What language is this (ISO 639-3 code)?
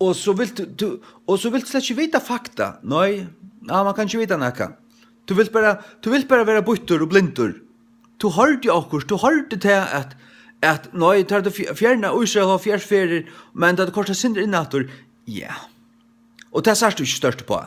fao